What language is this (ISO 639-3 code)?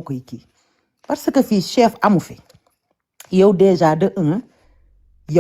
wol